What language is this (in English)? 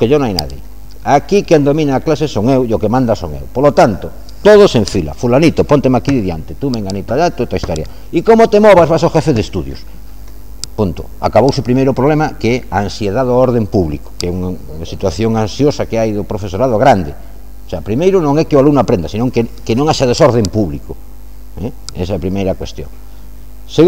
Galician